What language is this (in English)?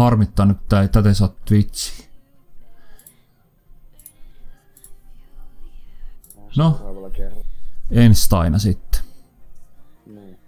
Finnish